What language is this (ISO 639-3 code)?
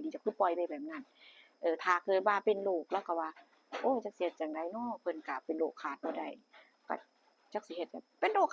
tts